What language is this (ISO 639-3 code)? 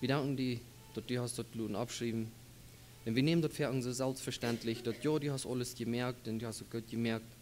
pdt